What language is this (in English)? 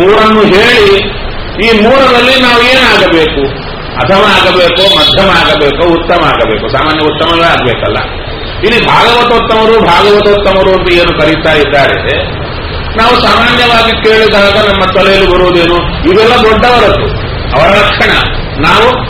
Kannada